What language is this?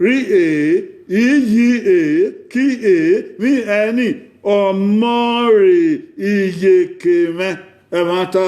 Bini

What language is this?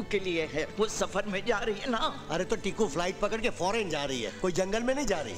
Hindi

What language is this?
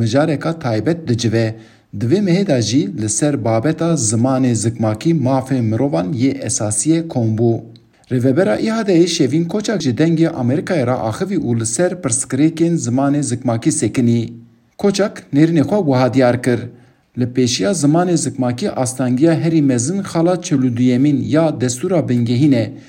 Kurdish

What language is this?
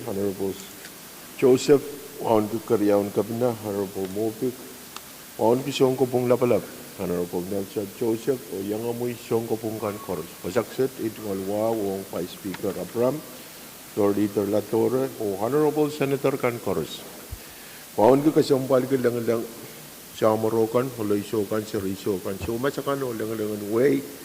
Pohnpeian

